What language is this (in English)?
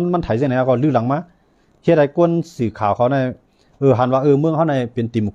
Shan